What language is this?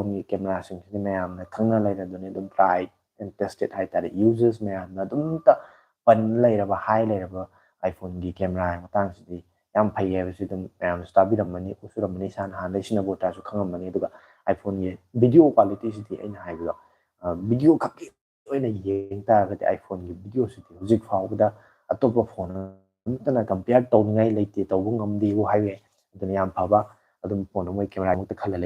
Manipuri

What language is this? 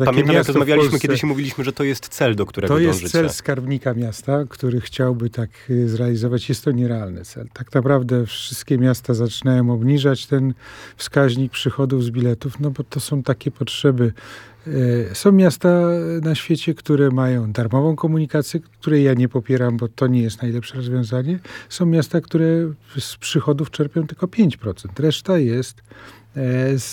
Polish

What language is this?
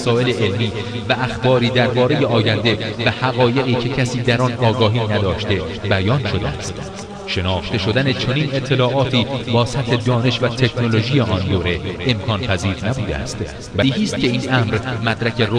Persian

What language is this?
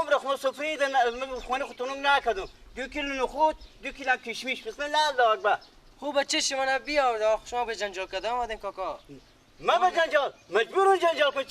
Persian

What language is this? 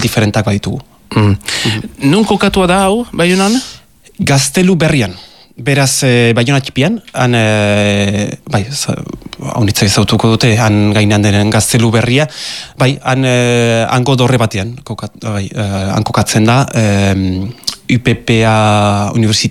Basque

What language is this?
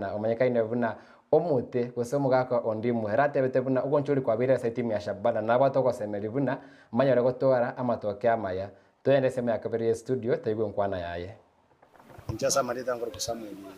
Gusii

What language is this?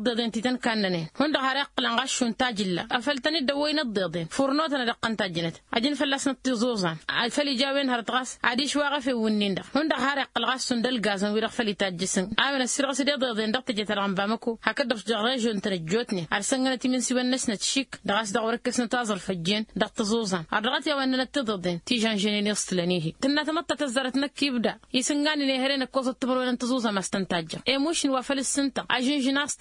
Tamasheq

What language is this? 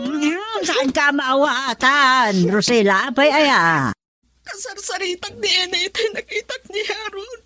Iloko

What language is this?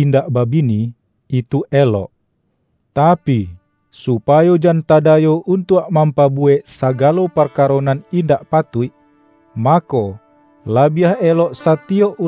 Minangkabau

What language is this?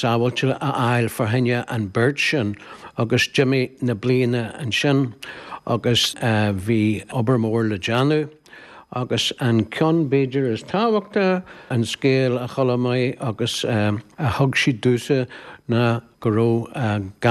Irish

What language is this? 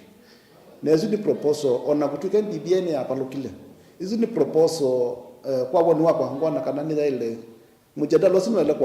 Kamba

